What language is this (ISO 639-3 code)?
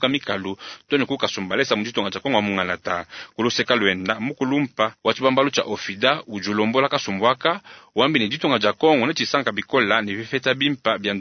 lua